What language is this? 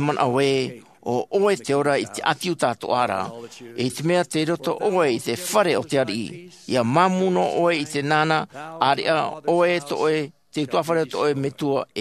Tahitian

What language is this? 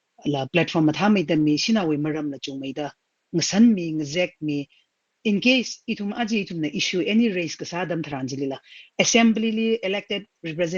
Tangkhul Naga (India)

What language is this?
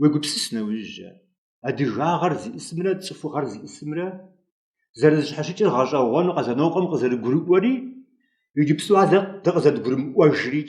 Kabardian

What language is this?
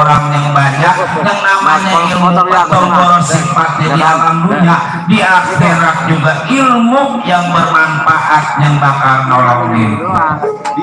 Betawi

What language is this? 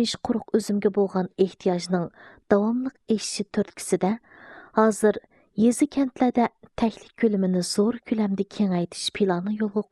Uyghur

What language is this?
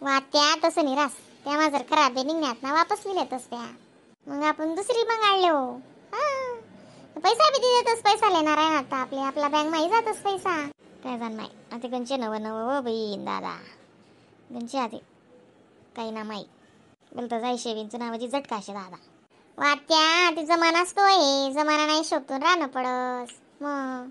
Khandesi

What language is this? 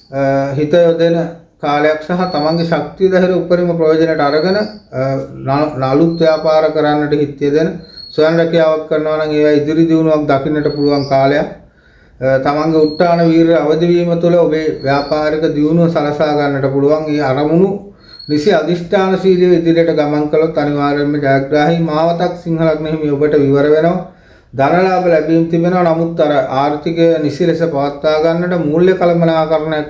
Sinhala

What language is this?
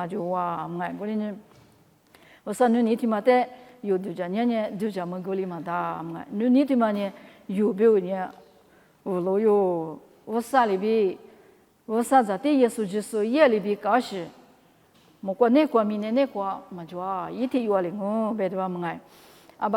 Lisu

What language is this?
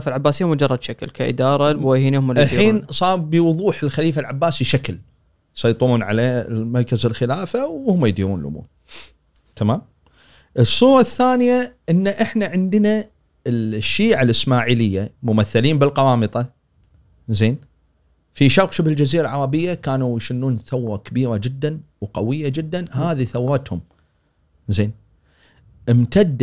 Gulf Arabic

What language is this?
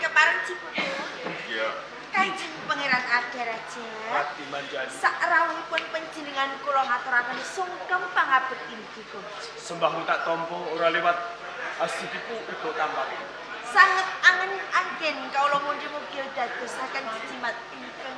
Javanese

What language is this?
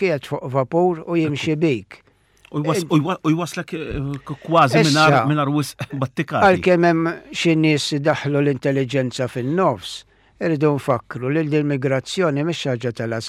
Maltese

